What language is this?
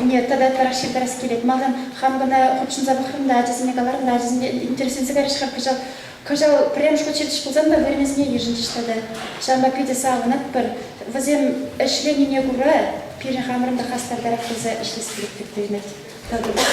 Chuvash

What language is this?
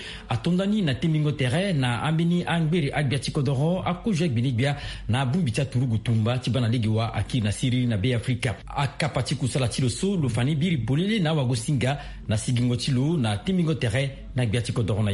Sango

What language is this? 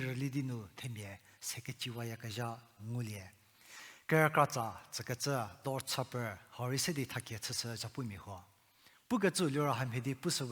Angami Naga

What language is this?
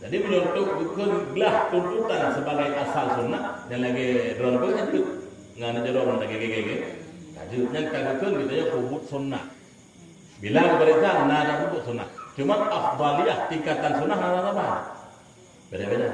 Achinese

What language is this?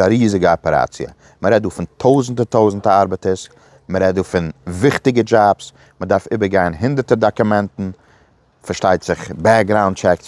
Yiddish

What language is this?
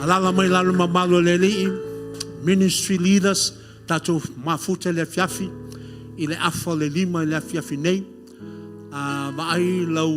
Samoan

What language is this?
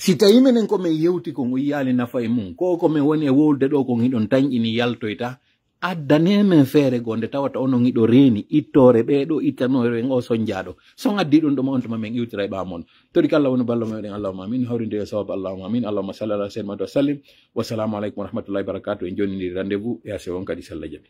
Pular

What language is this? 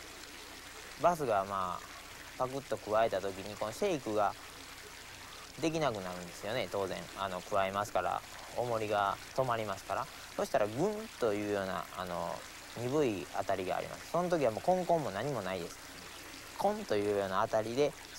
Japanese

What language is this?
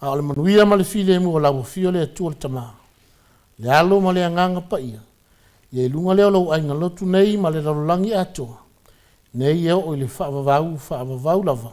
Samoan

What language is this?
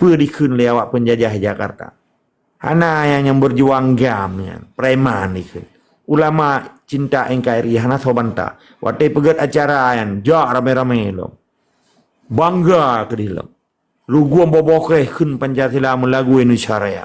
Achinese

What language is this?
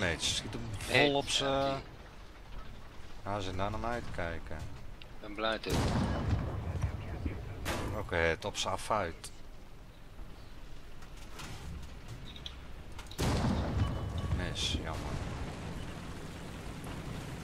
Dutch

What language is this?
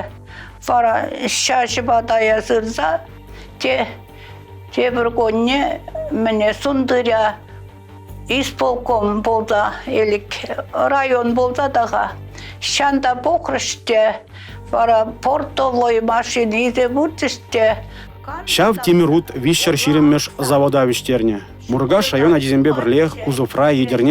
Chuvash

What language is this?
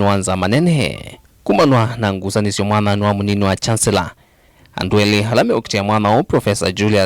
Kamba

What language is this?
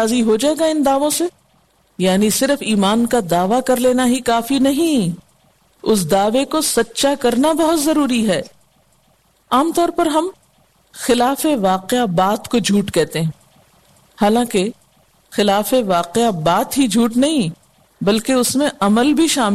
Urdu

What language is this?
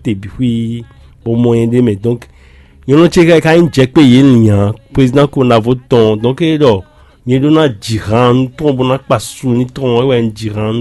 Fon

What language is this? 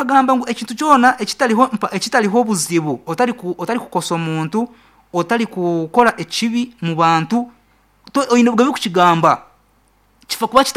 Nyankole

